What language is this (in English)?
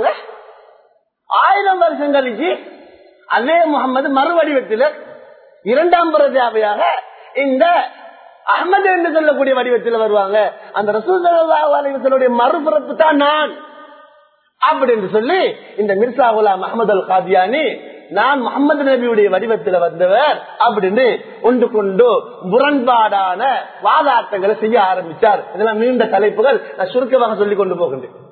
Tamil